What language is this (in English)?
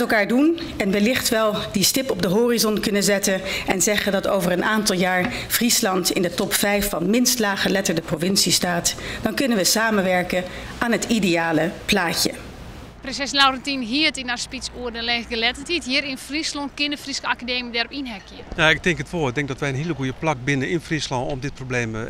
Western Frisian